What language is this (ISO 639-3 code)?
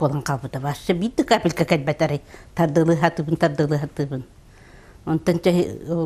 sah